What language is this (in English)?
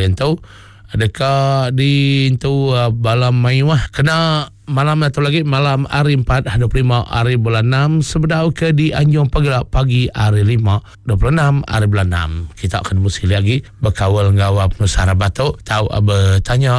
Iban